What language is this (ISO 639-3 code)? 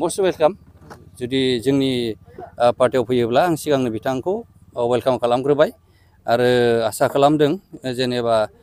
brx